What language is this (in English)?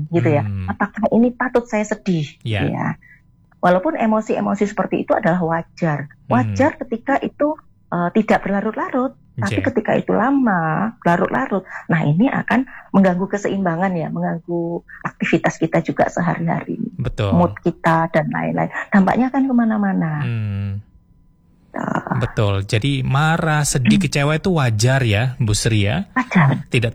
Indonesian